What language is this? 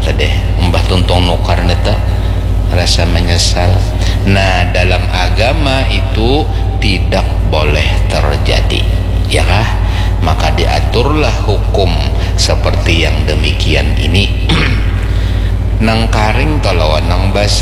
Banjar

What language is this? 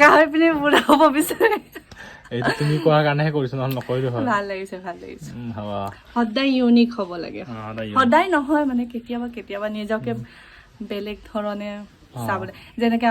Assamese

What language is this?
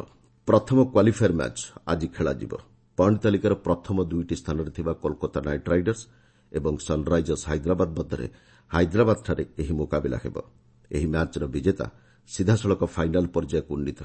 Odia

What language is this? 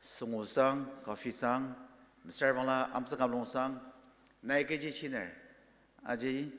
Ao Naga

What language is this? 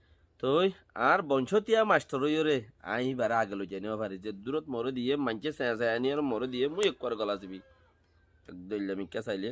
Rohingya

